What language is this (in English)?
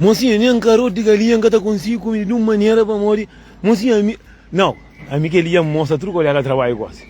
Kabuverdianu